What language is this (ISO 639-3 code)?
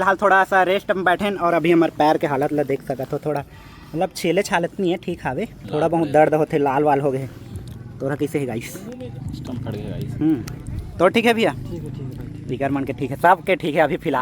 hne